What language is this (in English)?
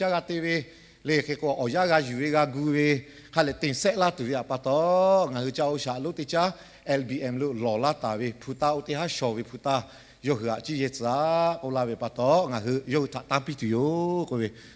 Lahu